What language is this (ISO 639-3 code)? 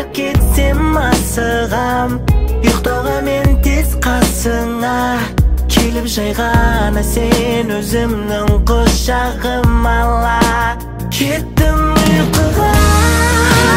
kaz